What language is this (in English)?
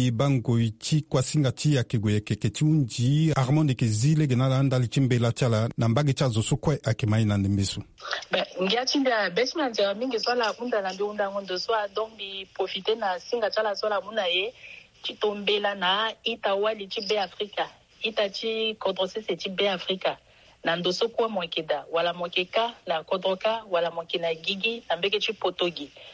Sango